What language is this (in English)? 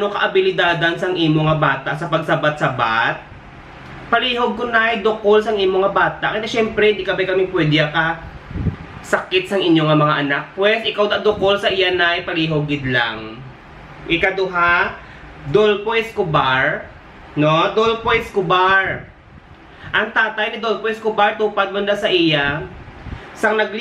Hiligaynon